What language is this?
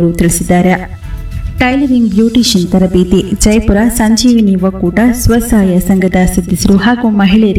Kannada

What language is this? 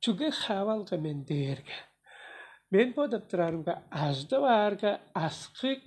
Tuvinian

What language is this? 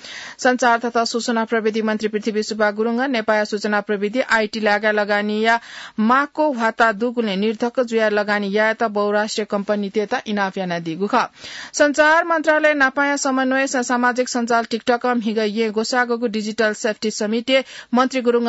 Newari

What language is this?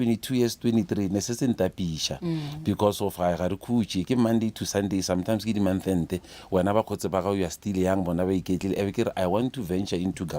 Northern Sotho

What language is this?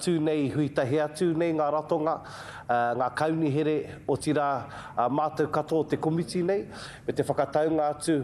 Māori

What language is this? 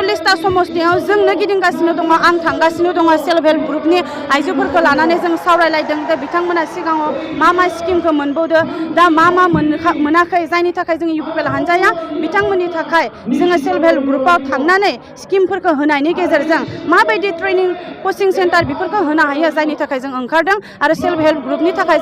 Bodo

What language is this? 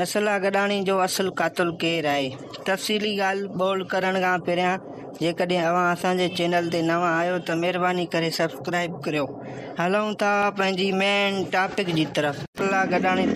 Sindhi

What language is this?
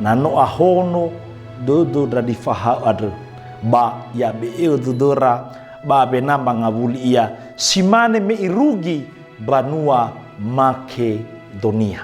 Nias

